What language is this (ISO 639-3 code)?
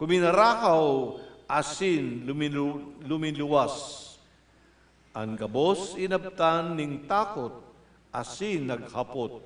bik